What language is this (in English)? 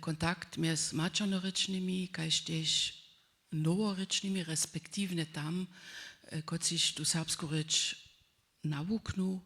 Upper Sorbian